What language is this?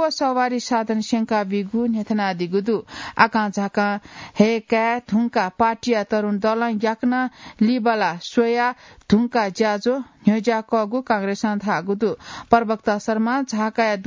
Newari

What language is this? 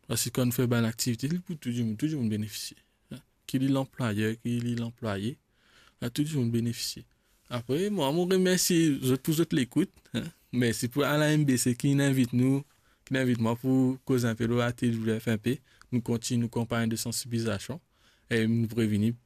Morisyen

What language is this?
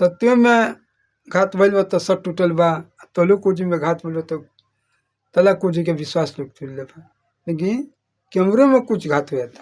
Bhojpuri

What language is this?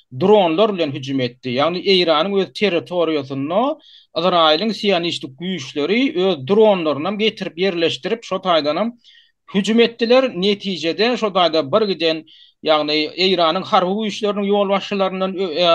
Turkmen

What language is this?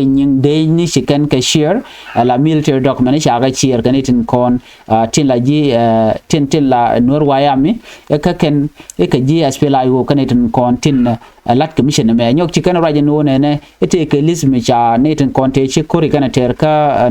Nuer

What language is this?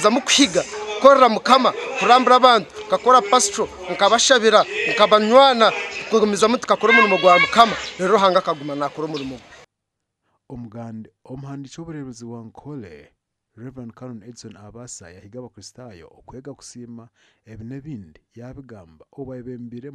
Nyankole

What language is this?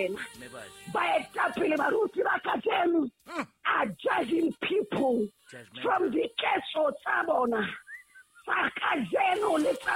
Southern Sotho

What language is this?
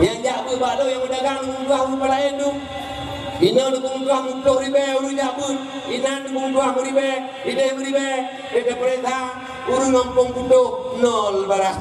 Achinese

